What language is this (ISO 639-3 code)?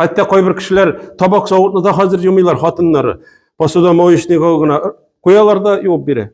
tat